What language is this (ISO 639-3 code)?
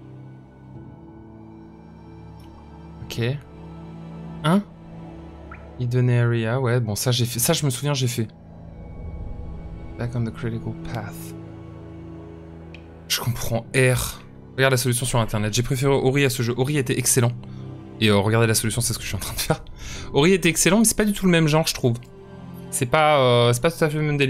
fra